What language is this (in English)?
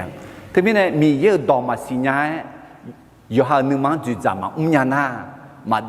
Akha